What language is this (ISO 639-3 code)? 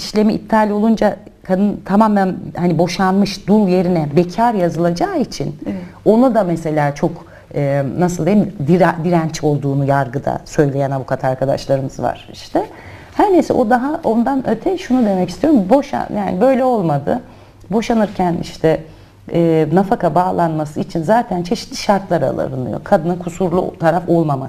tur